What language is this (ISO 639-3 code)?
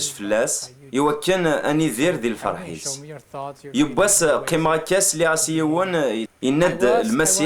kab